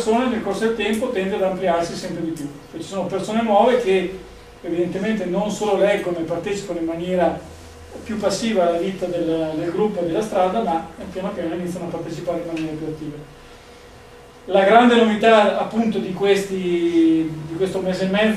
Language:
Italian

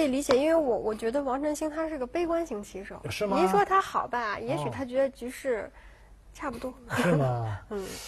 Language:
Chinese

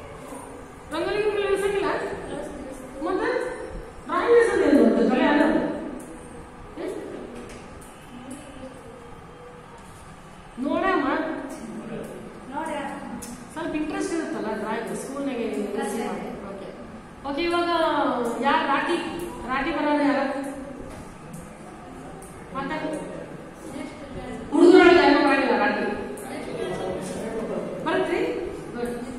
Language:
Kannada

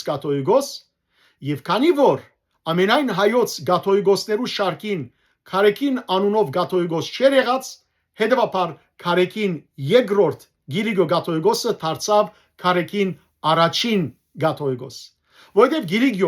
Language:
Western Armenian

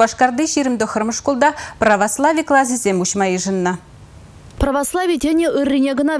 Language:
Chuvash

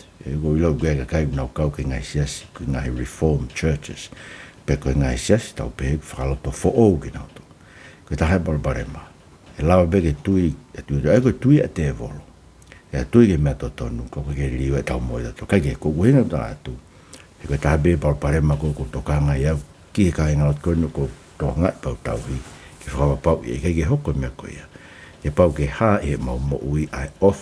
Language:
Tongan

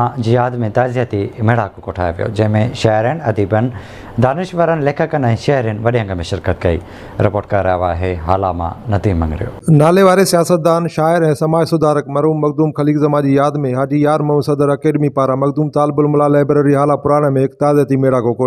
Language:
Sindhi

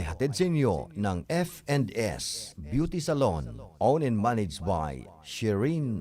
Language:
Bikol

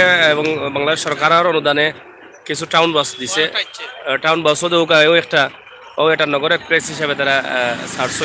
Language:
Sylheti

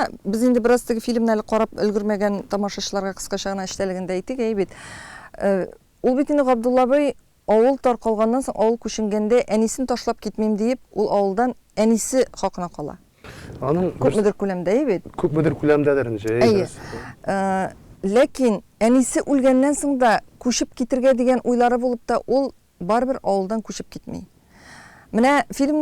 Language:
Tatar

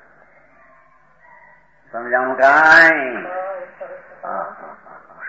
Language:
Gujarati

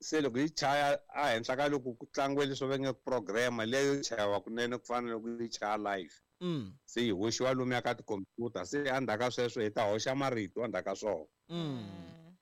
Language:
Tsonga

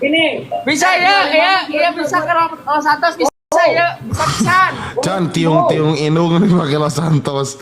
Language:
Sundanese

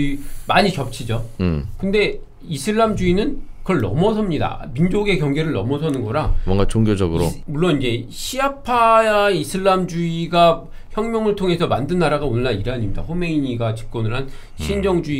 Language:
Korean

